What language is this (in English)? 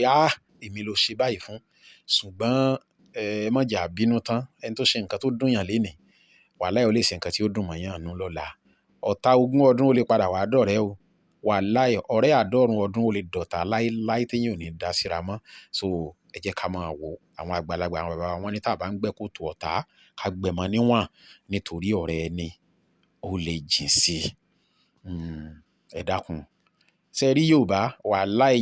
Yoruba